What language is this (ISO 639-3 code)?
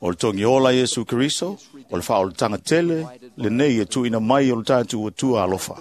smo